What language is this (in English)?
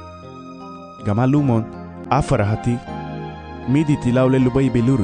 Garifuna